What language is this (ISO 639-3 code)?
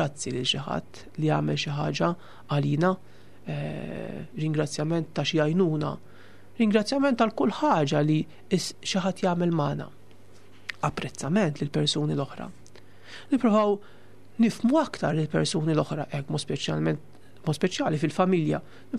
mlt